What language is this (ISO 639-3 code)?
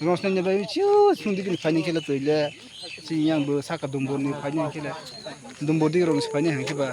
trp